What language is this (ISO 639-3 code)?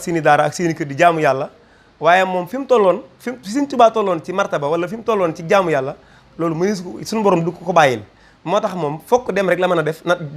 wol